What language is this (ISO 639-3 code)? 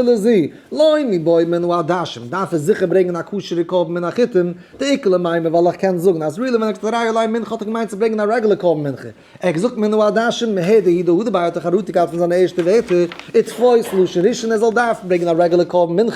yid